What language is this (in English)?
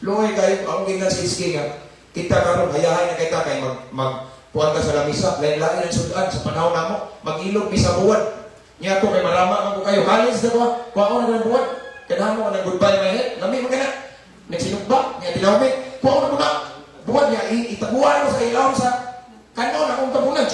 Cebuano